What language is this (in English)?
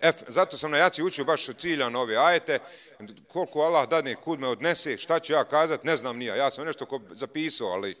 Bosnian